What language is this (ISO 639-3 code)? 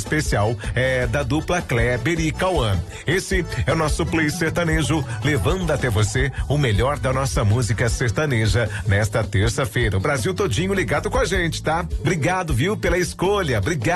por